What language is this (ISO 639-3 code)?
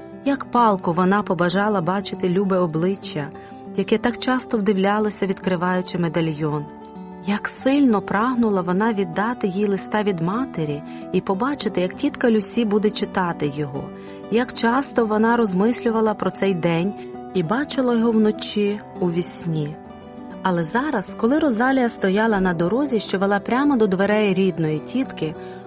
ukr